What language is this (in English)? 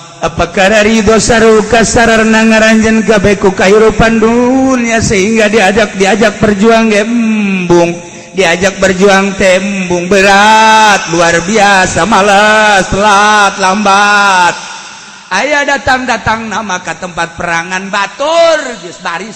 Sundanese